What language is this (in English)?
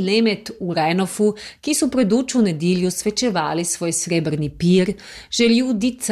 Croatian